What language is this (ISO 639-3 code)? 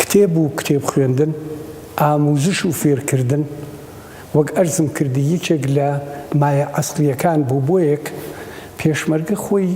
ckb